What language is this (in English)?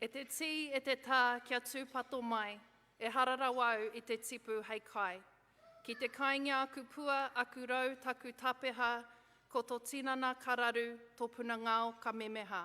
Māori